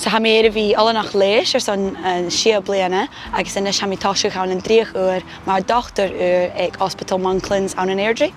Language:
Scottish Gaelic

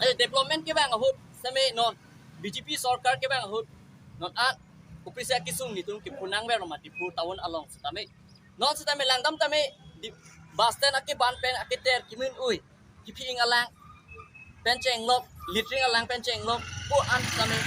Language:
Karbi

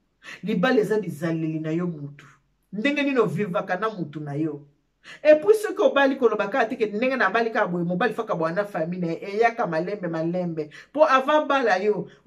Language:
Lingala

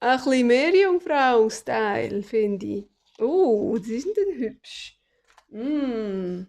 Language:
Swiss German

